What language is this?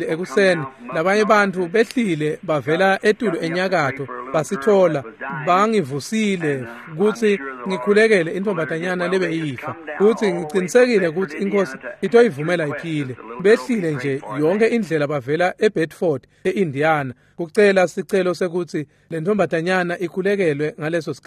Swati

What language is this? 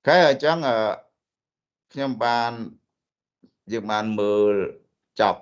Khmer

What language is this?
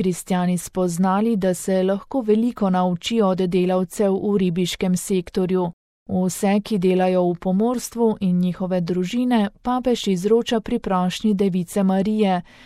Slovenian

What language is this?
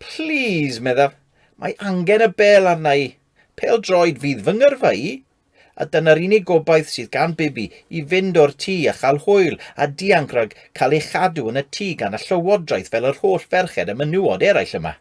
Welsh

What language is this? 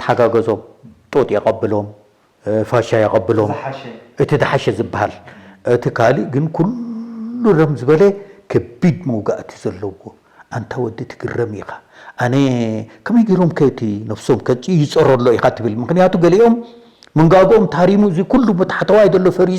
Tigrinya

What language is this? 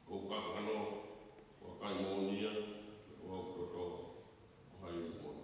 Tongan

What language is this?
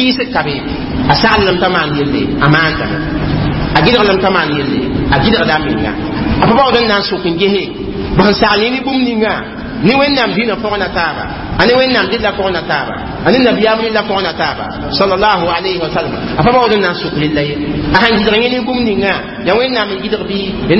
Mossi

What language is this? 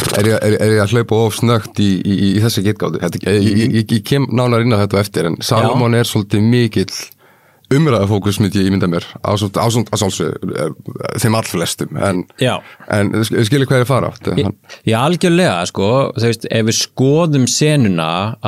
Icelandic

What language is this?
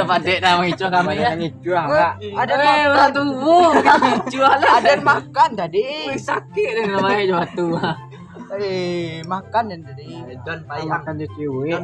Minangkabau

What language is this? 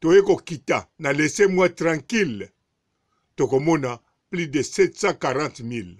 Lingala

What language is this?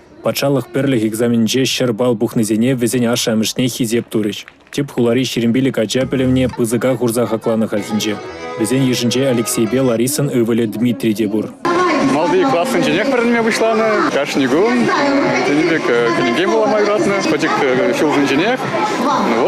Chuvash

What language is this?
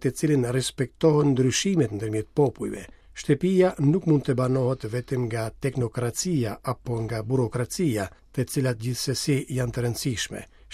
Albanian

